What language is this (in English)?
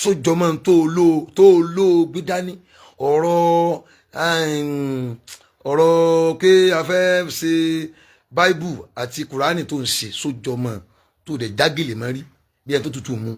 Yoruba